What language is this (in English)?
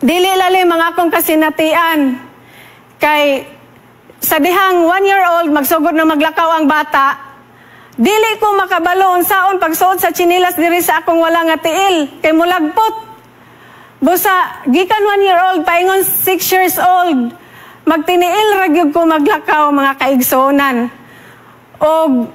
Cebuano